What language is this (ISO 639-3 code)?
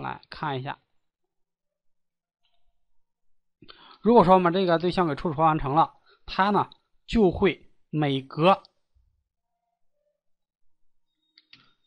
zho